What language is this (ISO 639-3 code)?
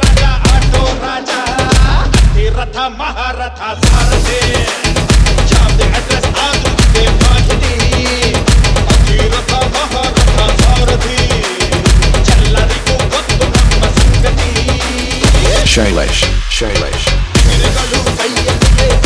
kan